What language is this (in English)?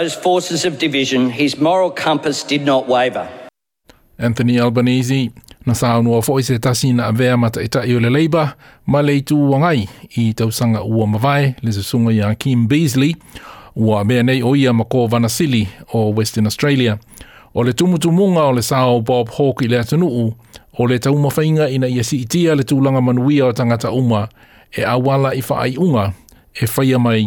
Samoan